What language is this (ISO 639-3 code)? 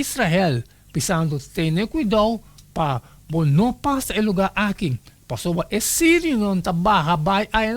pap